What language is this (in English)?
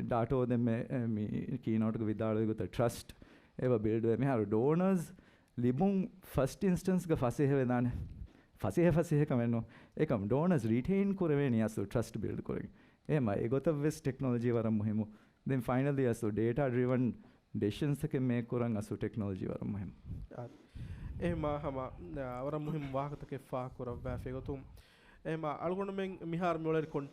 Divehi